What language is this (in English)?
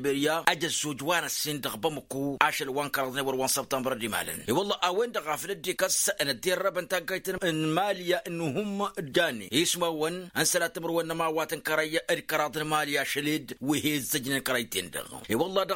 Tamasheq